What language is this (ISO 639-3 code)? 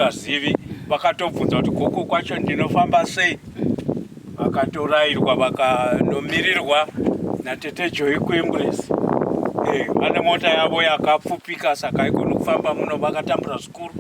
sna